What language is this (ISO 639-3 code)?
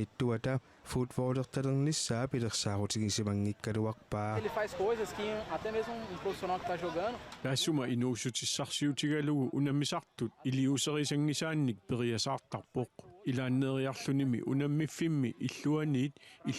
kal